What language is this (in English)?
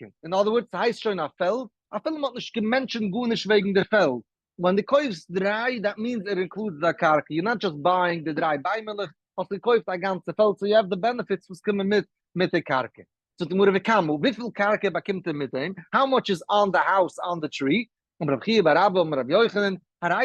Yiddish